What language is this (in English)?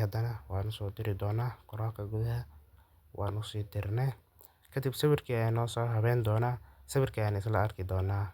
Somali